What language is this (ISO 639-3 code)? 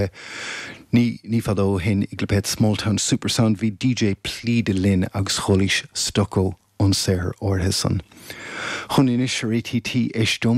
gle